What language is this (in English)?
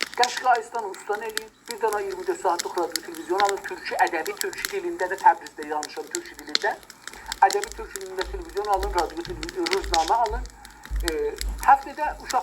South Azerbaijani